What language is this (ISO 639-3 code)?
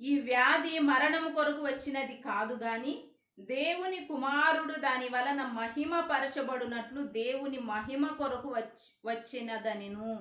kff